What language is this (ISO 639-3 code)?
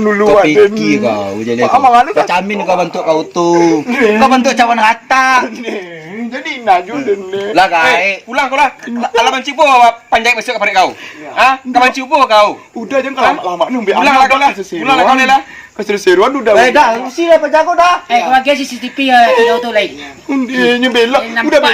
min